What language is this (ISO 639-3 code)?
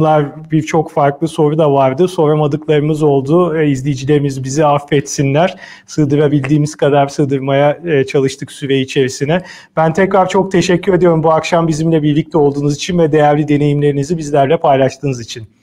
tur